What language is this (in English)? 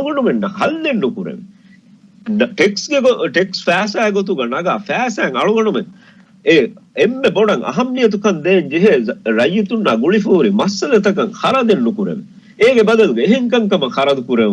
Divehi